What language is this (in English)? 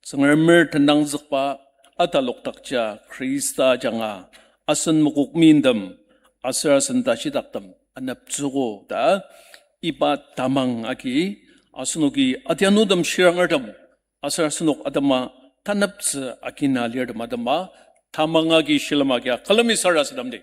Ao Naga